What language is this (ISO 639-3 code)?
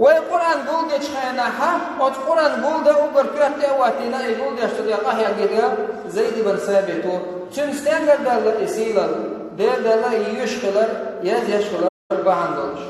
che